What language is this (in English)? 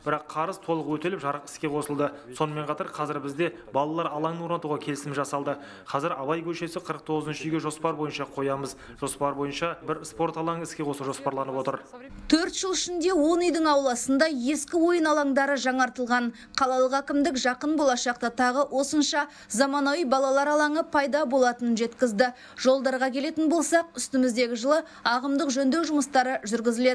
Kazakh